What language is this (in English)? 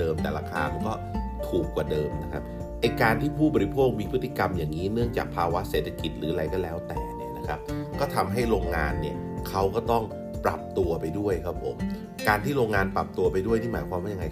Thai